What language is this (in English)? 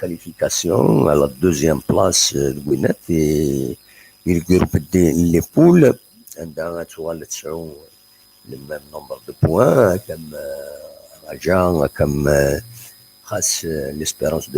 Kabyle